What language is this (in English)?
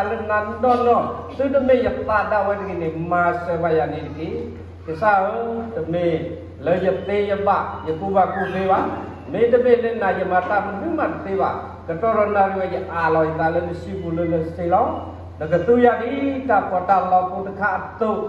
S'gaw Karen